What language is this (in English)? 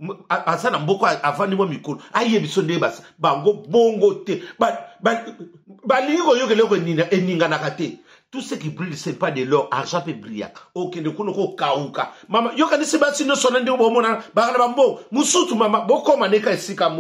Lingala